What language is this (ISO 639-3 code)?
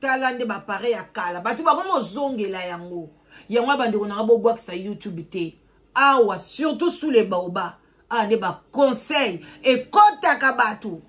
lin